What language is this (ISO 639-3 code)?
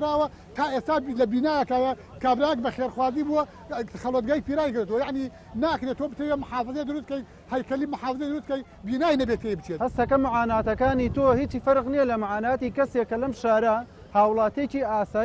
ckb